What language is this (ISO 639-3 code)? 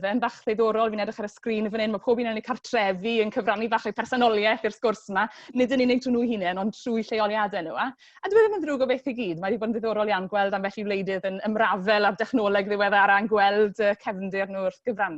cym